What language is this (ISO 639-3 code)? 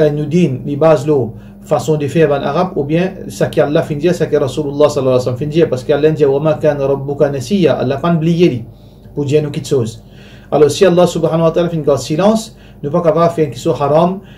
mfe